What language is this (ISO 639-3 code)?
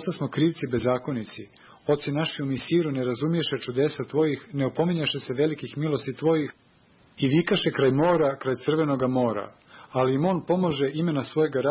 srp